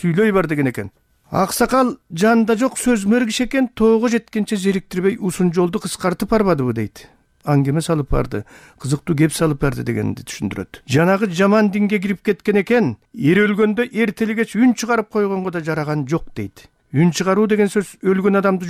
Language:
Kyrgyz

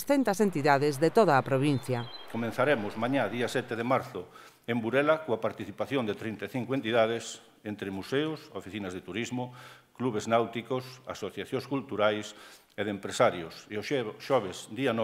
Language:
Galician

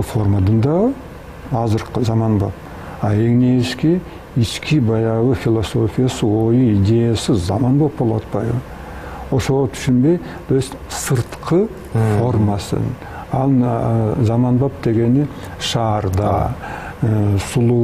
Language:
Kyrgyz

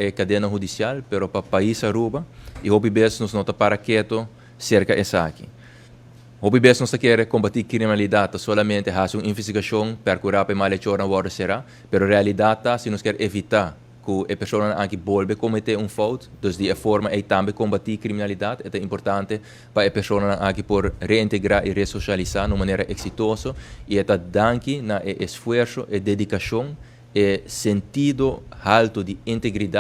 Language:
Papiamento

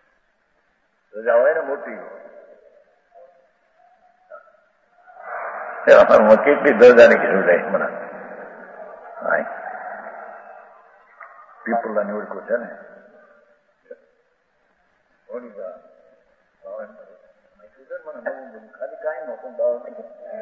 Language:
Gujarati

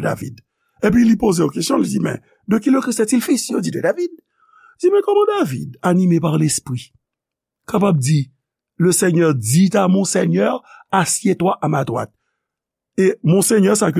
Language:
Haitian Creole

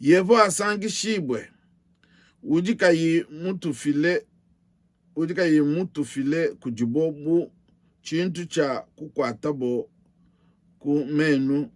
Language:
Luba-Lulua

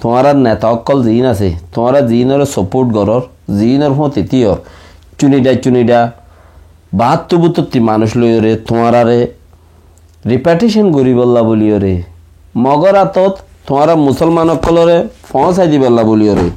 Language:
Rohingya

